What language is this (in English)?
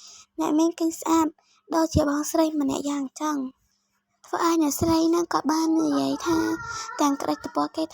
Khmer